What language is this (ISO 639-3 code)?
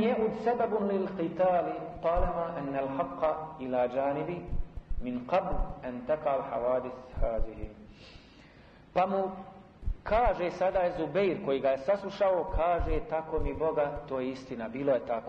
bos